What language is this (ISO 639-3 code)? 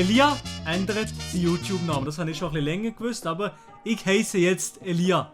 gsw